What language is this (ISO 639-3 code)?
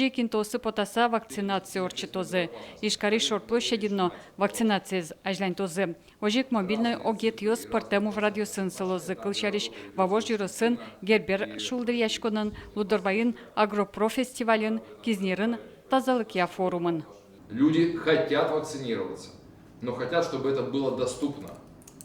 udm